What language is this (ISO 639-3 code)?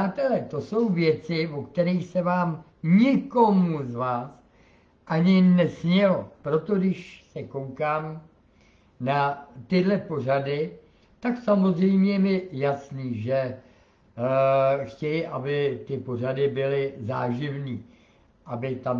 ces